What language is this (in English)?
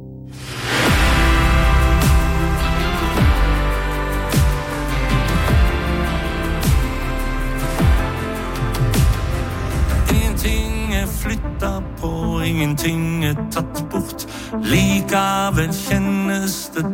Norwegian